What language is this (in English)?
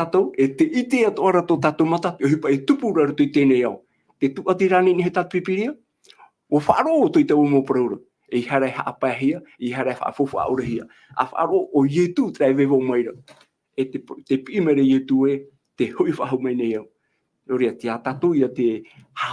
Tahitian